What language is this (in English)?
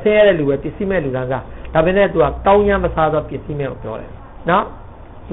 Burmese